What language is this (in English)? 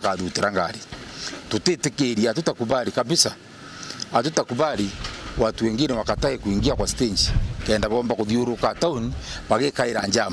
Meru